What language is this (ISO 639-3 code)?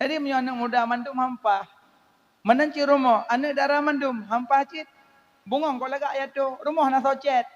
ace